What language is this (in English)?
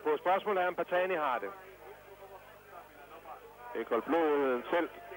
Danish